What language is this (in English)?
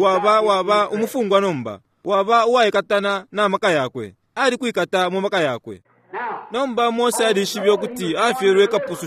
Bemba